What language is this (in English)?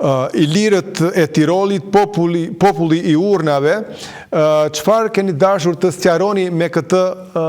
Albanian